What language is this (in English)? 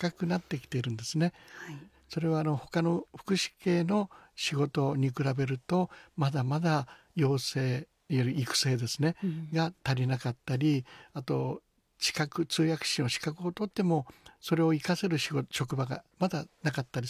Japanese